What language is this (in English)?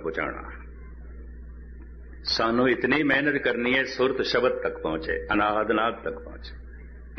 Punjabi